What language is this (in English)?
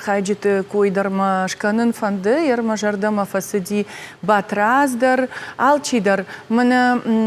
Ossetic